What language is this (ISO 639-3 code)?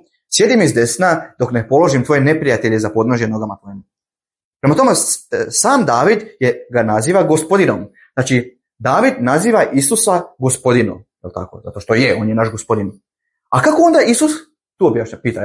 bos